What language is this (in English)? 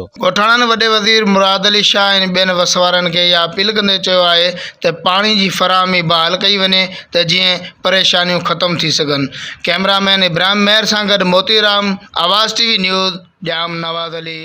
Sindhi